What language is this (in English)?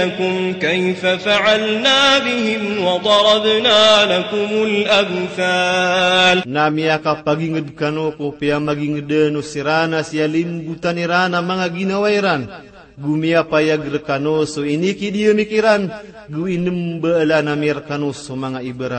Maranao